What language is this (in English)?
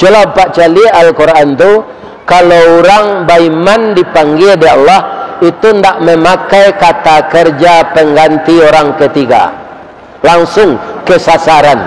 Minangkabau